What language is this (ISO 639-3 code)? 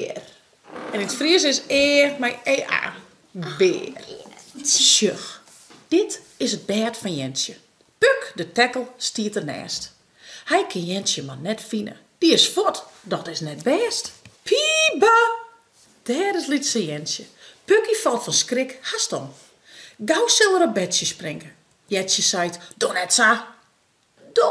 fry